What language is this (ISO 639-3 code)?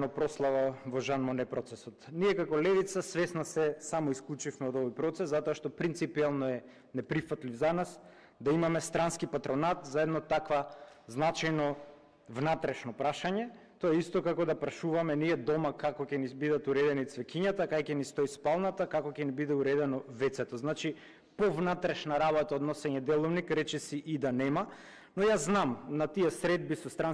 mkd